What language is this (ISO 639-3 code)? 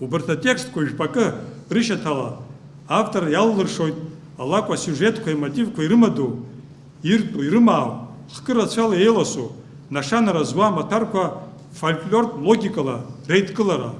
abk